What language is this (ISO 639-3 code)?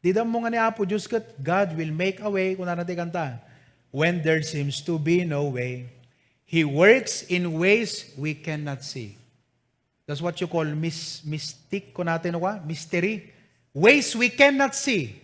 ilo